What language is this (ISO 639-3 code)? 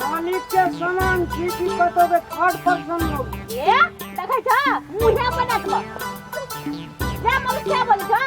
mai